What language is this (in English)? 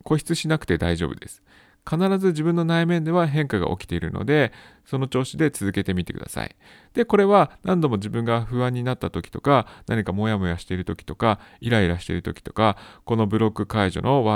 Japanese